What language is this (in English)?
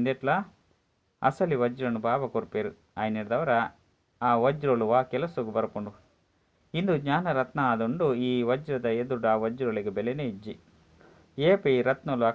Tulu